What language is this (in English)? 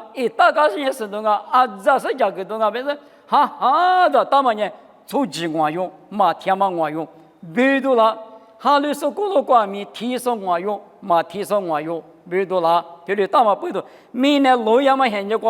Lisu